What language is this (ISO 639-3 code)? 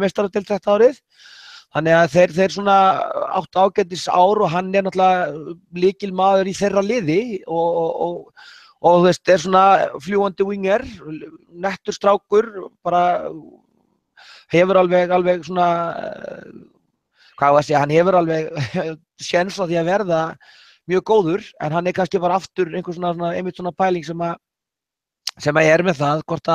isl